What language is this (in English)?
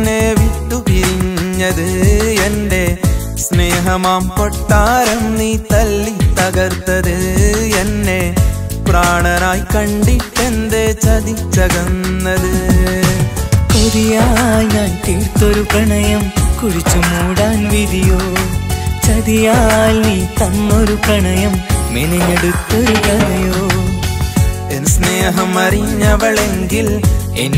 Malayalam